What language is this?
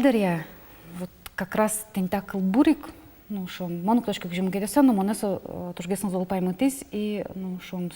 Udmurt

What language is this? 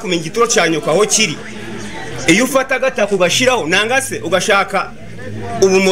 Nyankole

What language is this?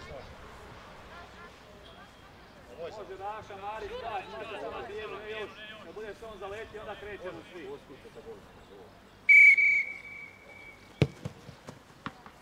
Croatian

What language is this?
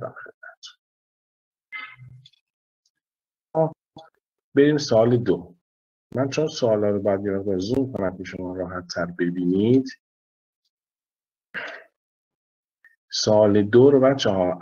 Persian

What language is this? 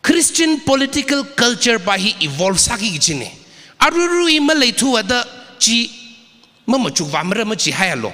Tangkhul Naga (India)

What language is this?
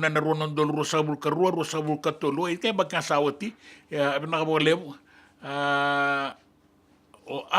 Fijian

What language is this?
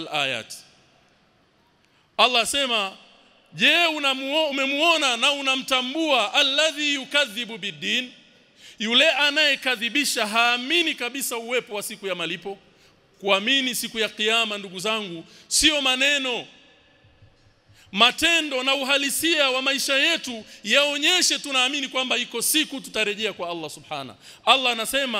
Swahili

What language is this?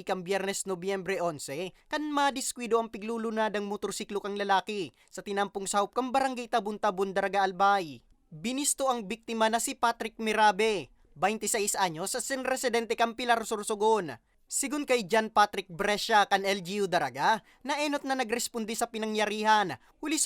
Bikol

